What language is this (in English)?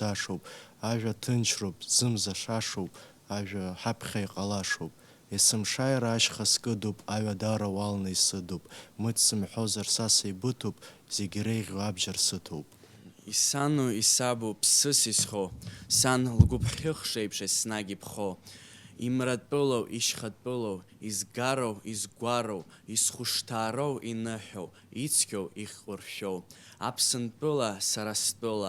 Abkhazian